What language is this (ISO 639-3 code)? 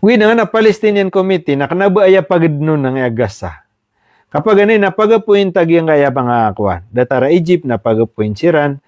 mrw